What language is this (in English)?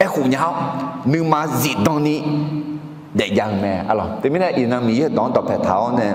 Akha